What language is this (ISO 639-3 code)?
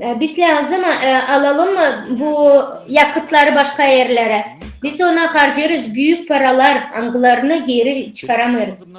gag